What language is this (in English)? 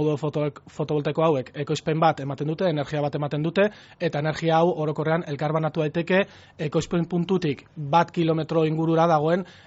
Basque